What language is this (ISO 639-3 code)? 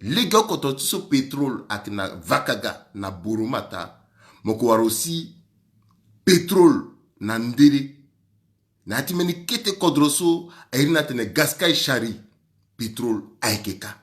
sag